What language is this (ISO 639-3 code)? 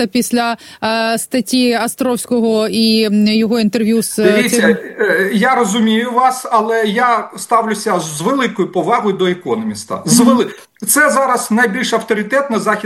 ukr